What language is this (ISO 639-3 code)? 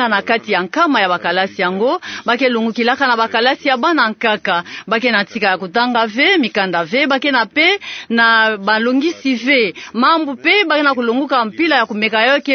ktu